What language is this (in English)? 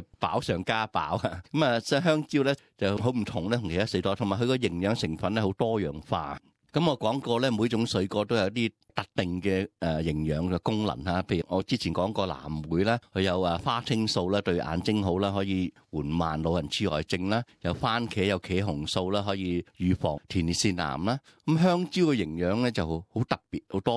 Cantonese